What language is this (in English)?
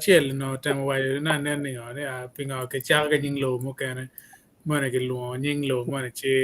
Acoli